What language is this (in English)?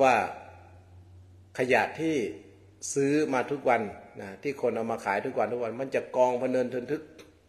Thai